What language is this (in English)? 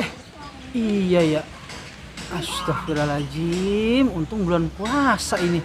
Betawi